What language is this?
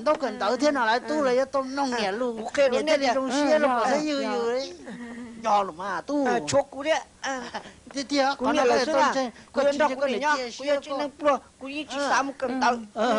Hmong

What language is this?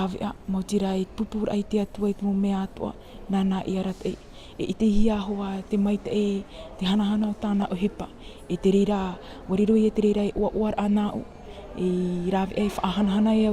Tahitian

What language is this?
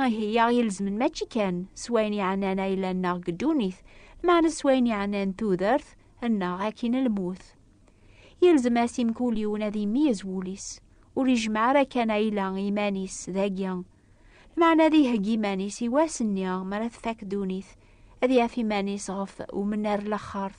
Kabyle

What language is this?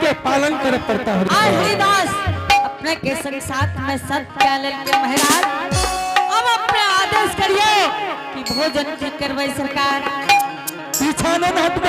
Angika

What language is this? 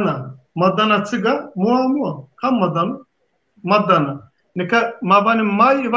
Zaza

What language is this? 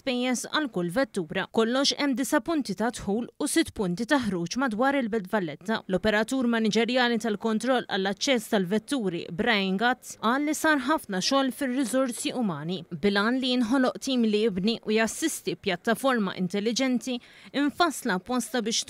Maltese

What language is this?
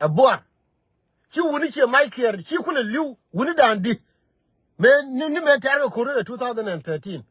Nuer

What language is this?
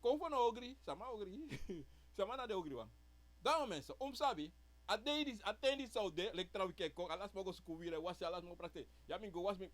Sranan Tongo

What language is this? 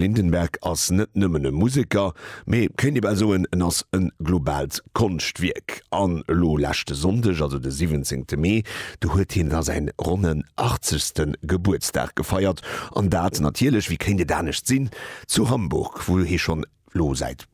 Luxembourgish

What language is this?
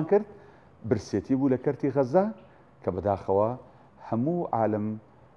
Central Kurdish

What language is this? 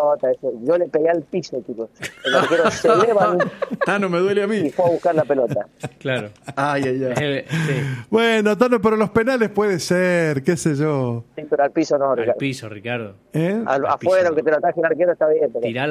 Spanish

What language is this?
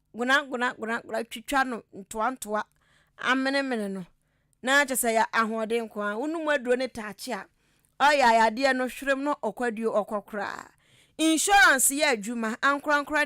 Akan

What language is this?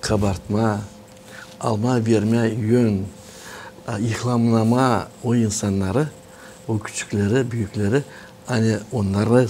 Gagauz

